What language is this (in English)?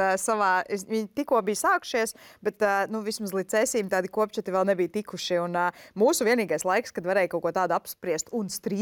Latvian